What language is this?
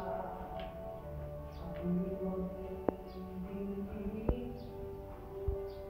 Filipino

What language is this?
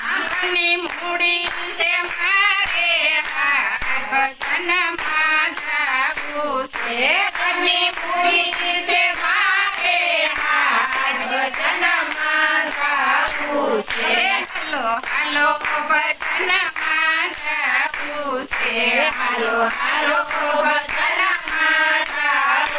Gujarati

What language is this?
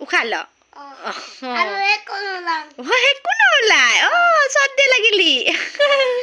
Assamese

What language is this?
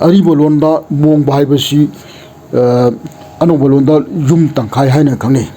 Manipuri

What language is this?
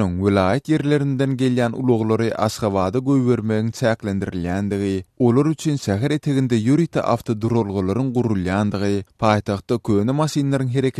Turkmen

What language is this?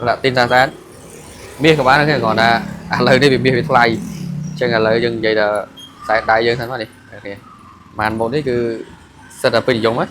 Khmer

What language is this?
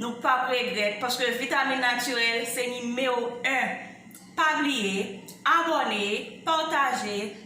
Haitian Creole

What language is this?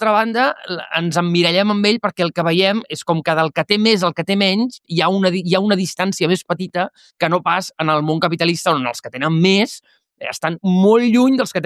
Catalan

